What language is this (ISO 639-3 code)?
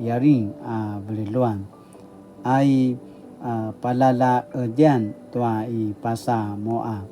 pwn